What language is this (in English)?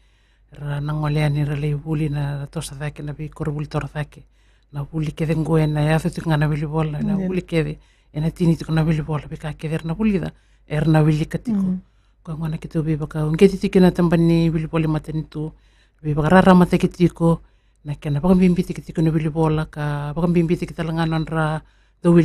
Fijian